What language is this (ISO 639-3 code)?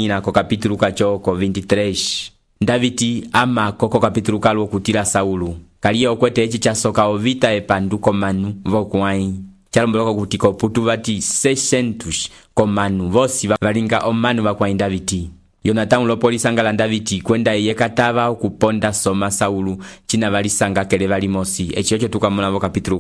umb